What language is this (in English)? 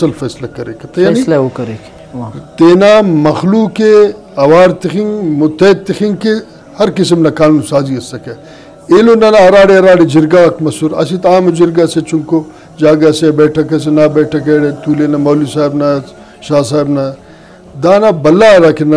Brahui